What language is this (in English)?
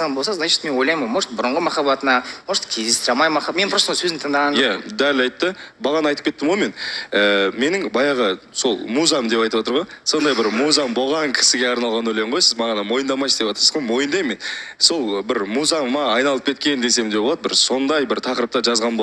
Kazakh